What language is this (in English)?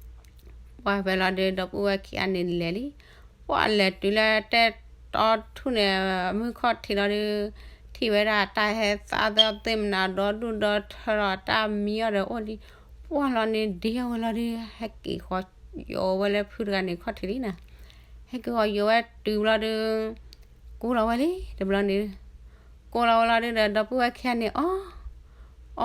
S'gaw Karen